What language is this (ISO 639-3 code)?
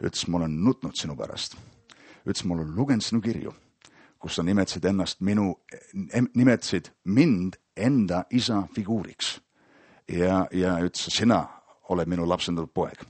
est